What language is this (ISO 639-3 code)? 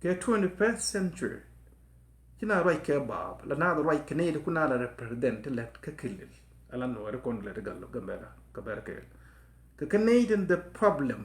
nus